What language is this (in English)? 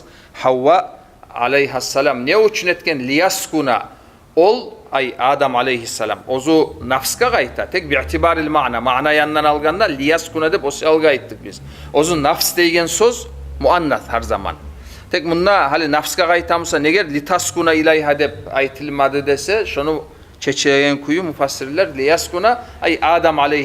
Kumyk